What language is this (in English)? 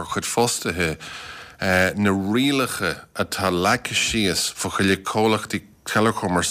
Irish